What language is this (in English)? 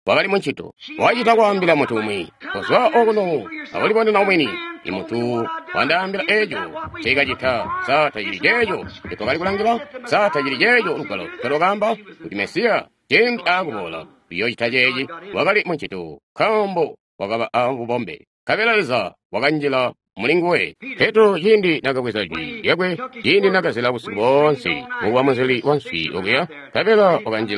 Tonga (Zambia)